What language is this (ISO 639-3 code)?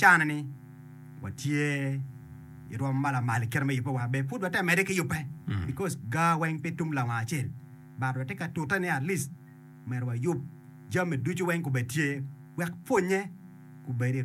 ach